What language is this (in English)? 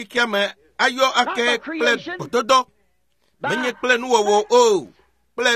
Ewe